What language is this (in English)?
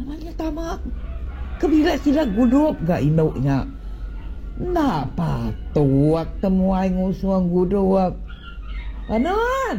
Iban